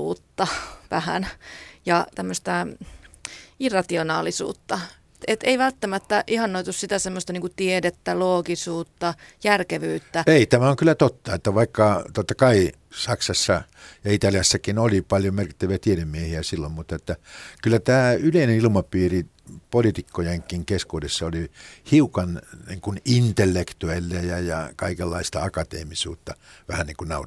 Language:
Finnish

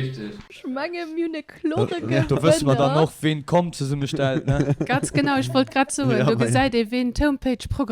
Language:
Luxembourgish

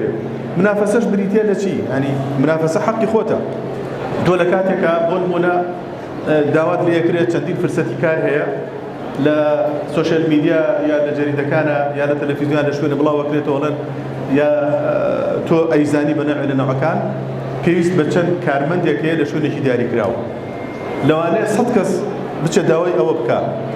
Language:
Central Kurdish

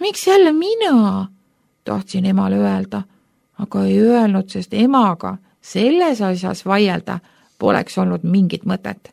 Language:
Estonian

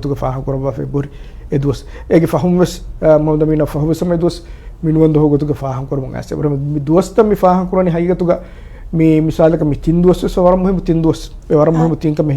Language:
Divehi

